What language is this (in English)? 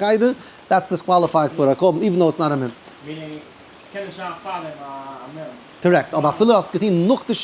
Yiddish